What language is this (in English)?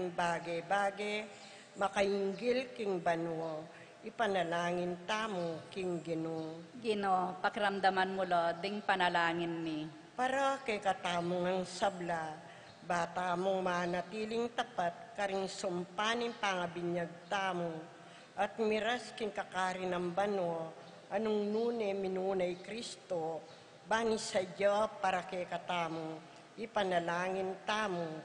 Pampanga